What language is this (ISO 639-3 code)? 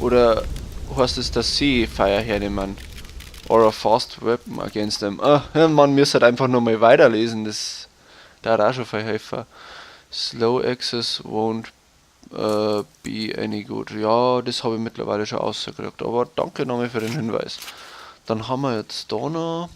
bar